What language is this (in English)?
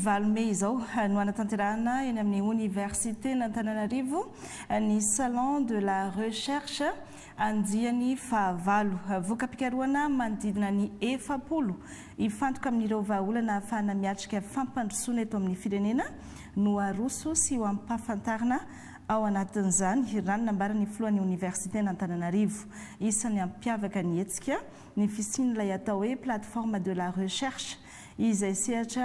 Malagasy